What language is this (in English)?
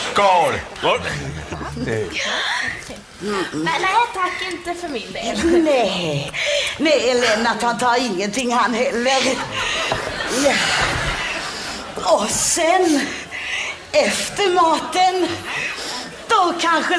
Swedish